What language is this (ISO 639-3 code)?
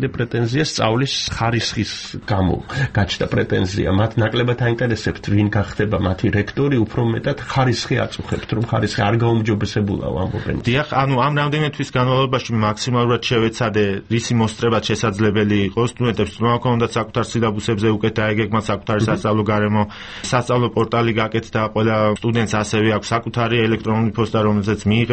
kat